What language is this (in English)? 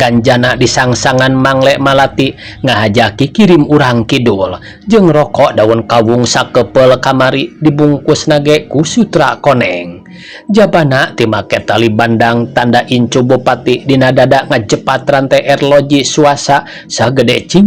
Sundanese